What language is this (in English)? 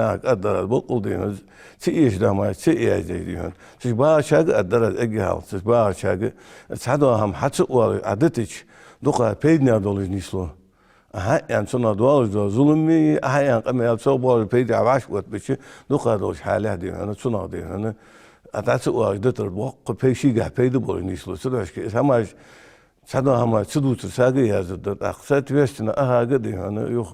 Ingush